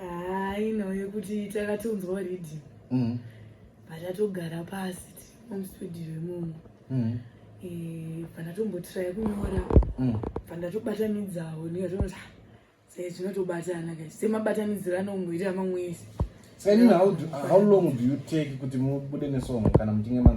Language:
Shona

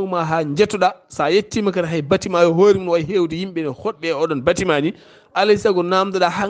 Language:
Fula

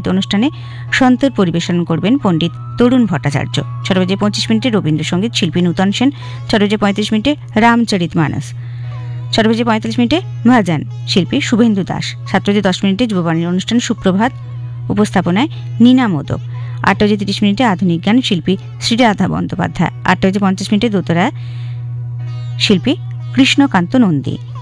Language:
Bangla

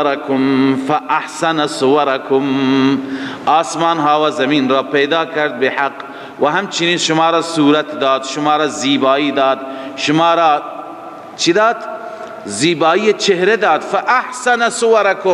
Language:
Persian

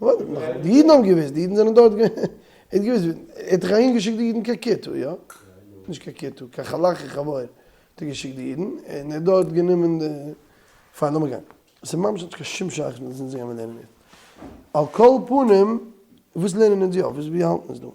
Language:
Yiddish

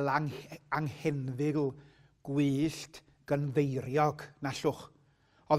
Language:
Welsh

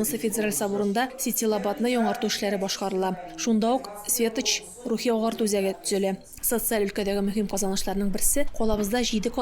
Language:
Tatar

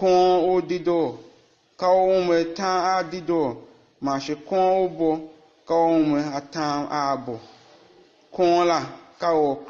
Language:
Tiv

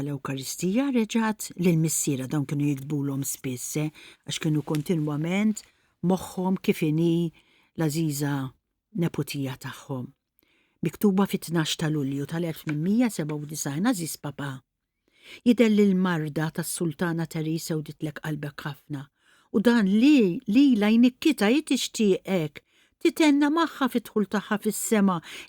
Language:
Maltese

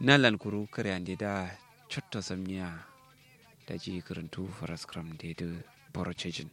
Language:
Kanuri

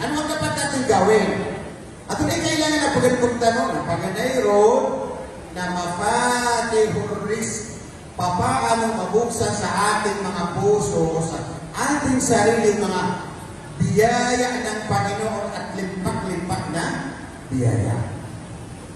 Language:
Maranao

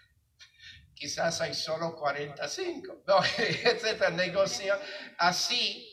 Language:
Spanish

